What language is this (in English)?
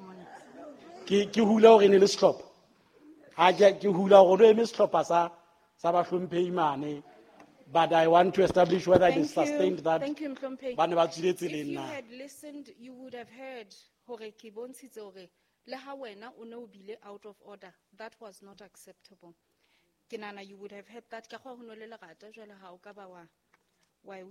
Southern Sotho